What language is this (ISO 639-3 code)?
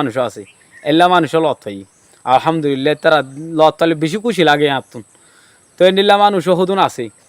rhg